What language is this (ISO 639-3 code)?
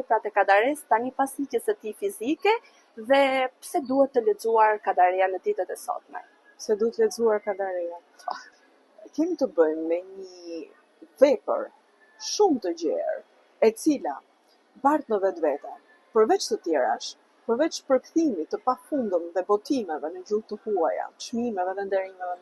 sqi